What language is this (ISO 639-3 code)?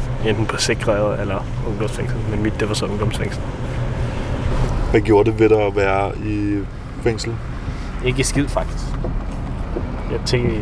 dan